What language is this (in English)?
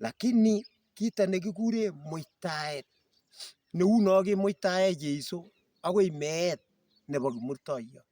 Kalenjin